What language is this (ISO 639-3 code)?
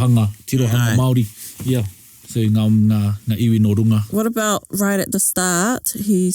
mri